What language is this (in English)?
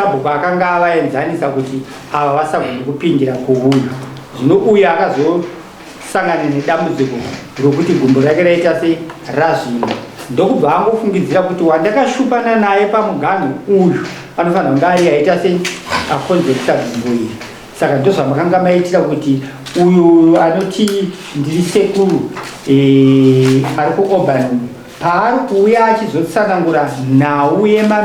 Shona